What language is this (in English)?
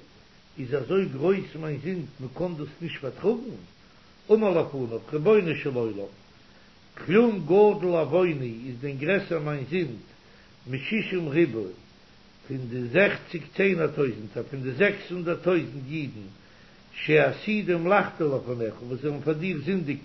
Yiddish